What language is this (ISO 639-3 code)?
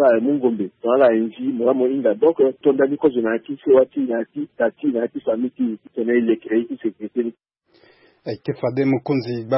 sag